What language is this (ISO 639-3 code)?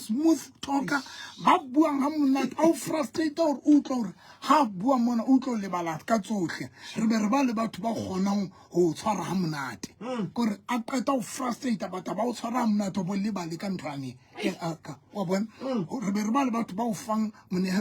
sot